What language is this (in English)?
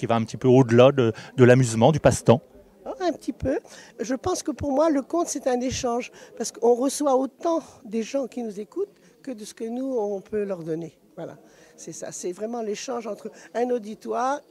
French